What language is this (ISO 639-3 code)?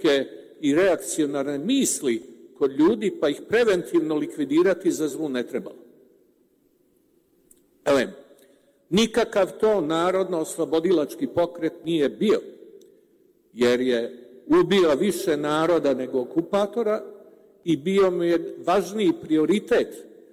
srp